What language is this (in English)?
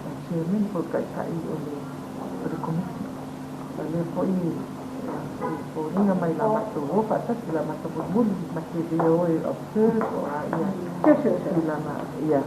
Samoan